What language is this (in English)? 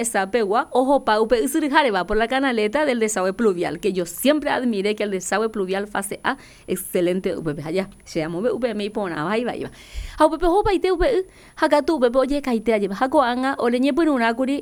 Guarani